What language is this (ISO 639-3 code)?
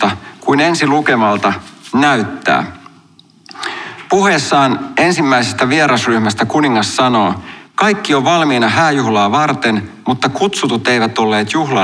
fin